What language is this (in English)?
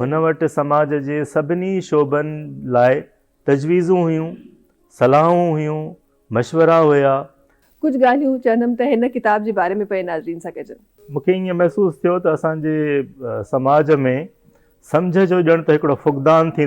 Sindhi